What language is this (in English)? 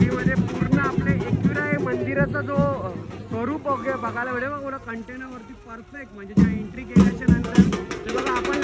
Marathi